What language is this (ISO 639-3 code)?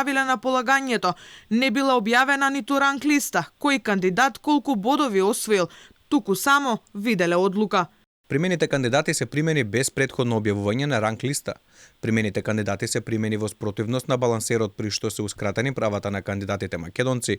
mkd